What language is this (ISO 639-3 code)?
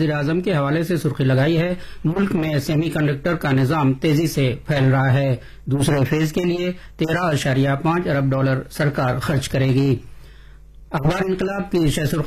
urd